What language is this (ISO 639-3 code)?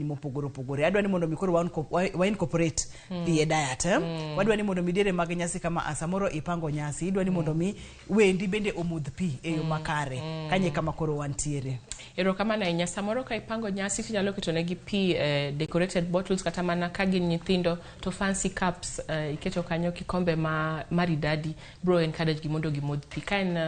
luo